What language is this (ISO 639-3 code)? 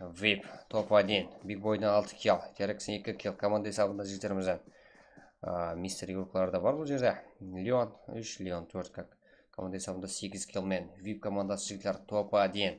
kaa